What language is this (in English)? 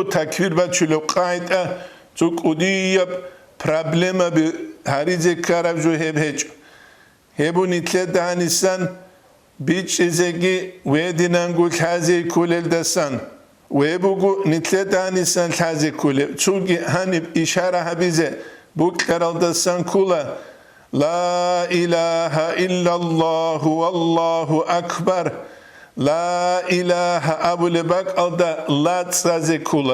Avaric